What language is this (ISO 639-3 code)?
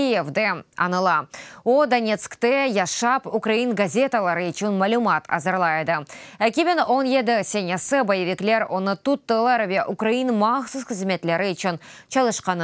crh